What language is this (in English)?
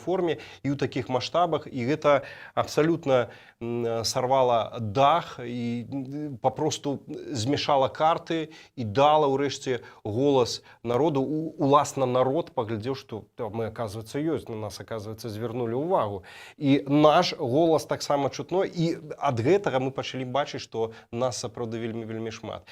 Belarusian